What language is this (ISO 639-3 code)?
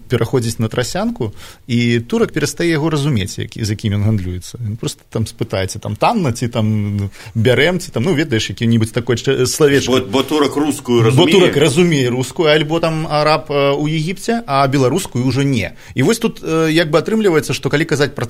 bel